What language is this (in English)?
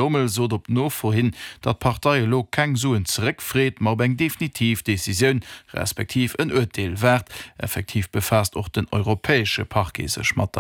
Luxembourgish